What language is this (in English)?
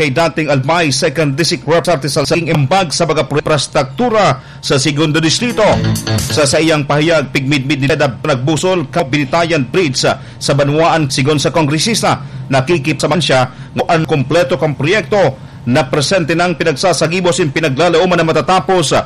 Bikol